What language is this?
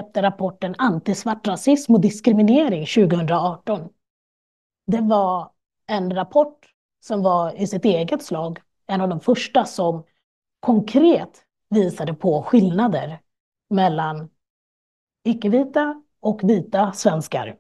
Swedish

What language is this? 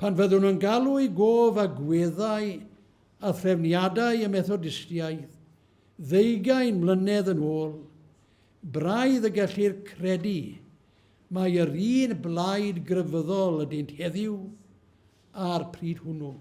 Welsh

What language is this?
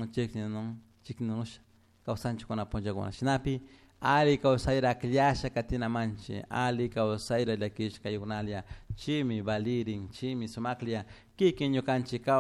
Chimborazo Highland Quichua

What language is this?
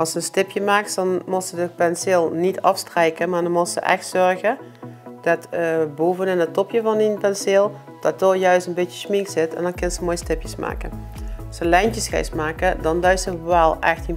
Limburgish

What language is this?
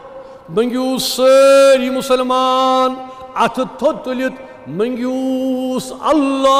Kashmiri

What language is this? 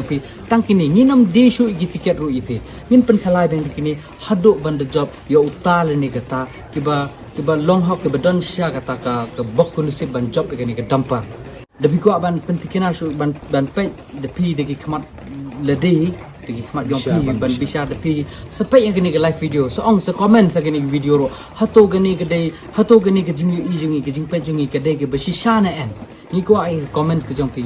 Khasi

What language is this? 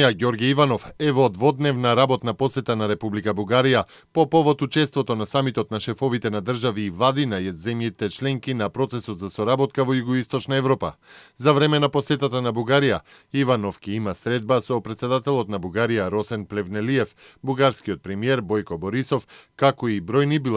Macedonian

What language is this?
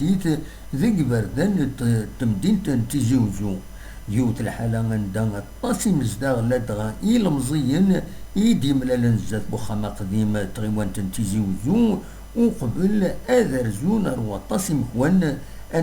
Kabyle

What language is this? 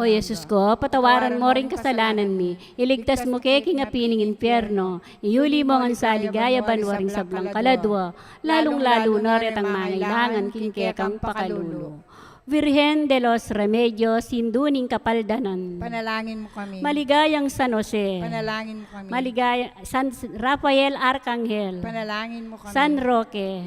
Pampanga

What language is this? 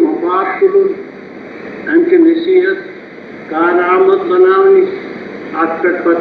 Kashmiri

